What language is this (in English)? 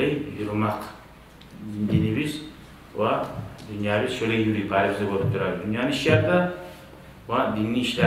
Kumyk